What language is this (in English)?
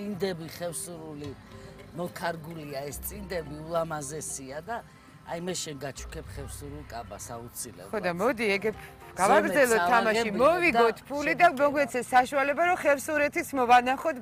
Georgian